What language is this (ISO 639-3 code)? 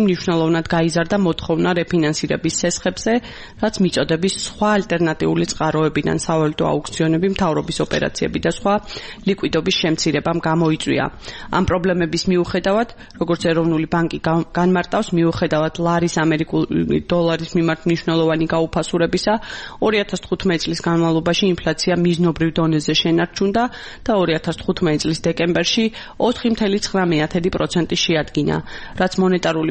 kat